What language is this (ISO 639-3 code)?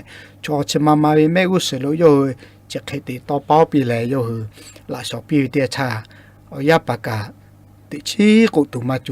lhu